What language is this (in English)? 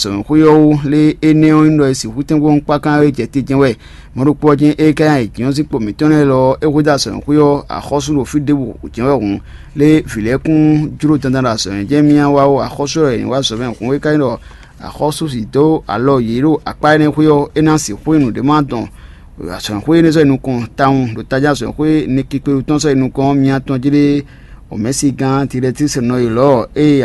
Fon